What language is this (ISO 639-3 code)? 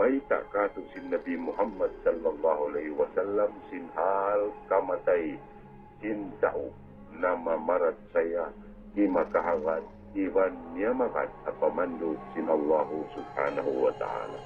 tsg